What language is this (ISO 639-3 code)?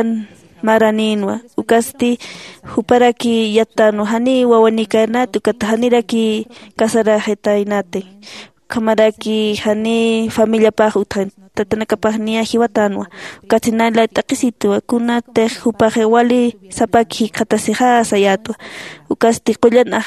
aym